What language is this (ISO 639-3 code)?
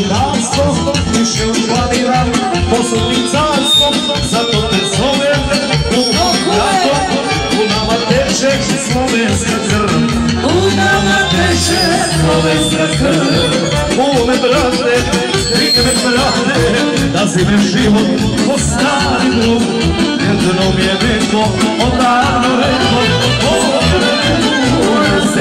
srp